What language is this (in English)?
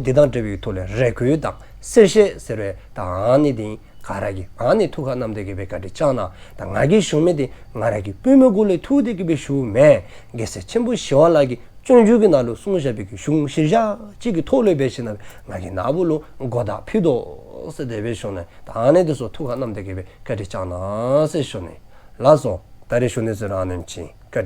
Dzongkha